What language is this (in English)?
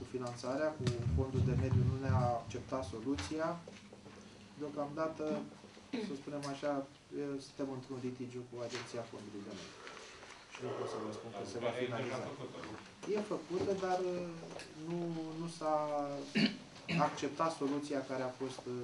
Romanian